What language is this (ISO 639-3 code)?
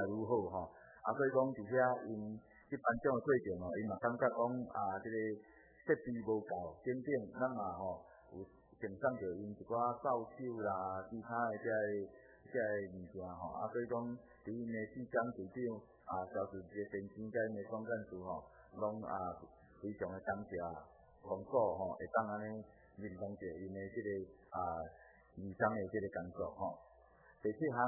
nan